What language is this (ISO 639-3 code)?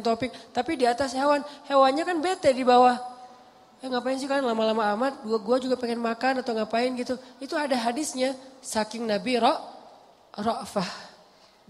ind